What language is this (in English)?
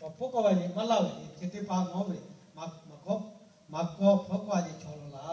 Lahu